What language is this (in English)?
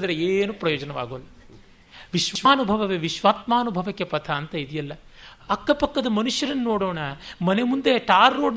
Kannada